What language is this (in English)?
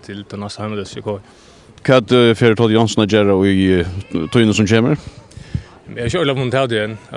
Faroese